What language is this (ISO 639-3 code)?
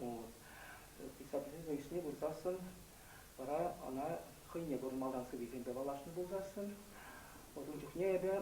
chv